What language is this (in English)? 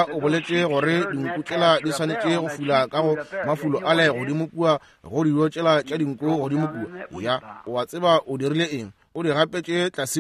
Northern Sotho